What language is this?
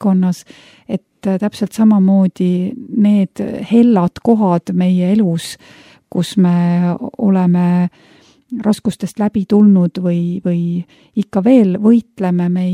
Estonian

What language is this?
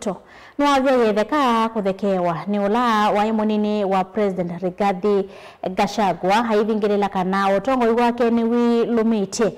Kamba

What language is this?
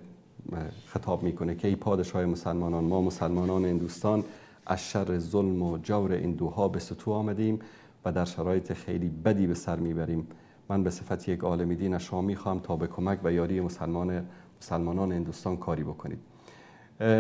Persian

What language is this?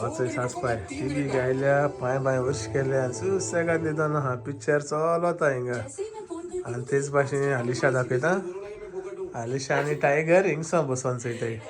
Konkani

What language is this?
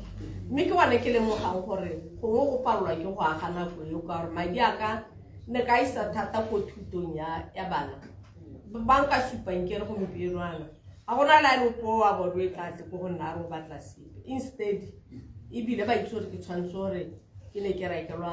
Tswana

